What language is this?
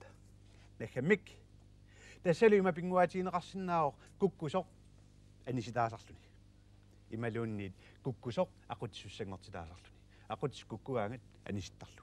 Kalaallisut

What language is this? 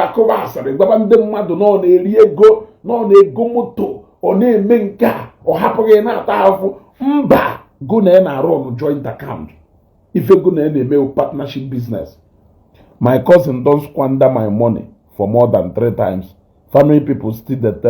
Igbo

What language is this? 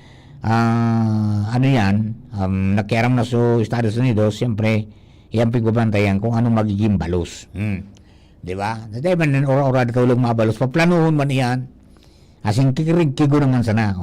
Bikol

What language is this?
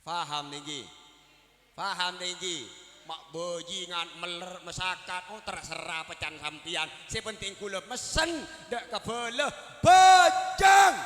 Madurese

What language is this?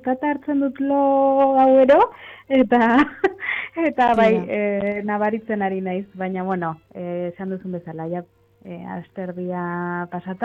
Basque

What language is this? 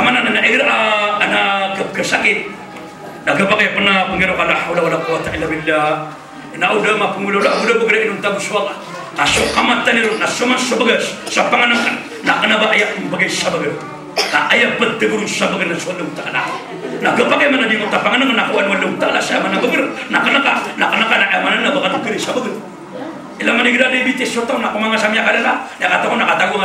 Maranao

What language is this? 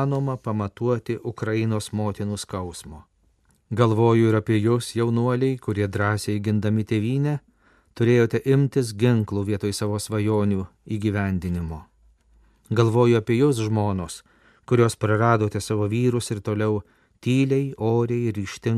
Lithuanian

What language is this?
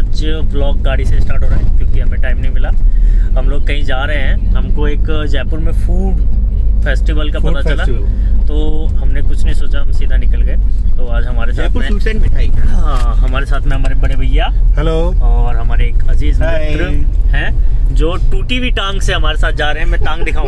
Hindi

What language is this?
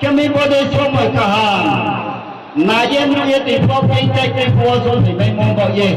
Riang (India)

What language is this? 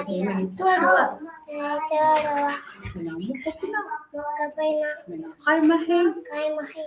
Māori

